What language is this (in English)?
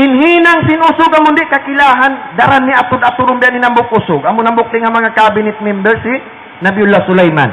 Tausug